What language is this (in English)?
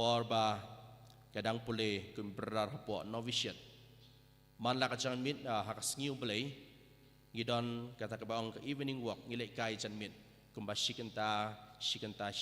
Khasi